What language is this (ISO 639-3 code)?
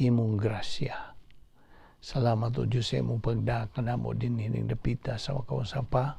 ceb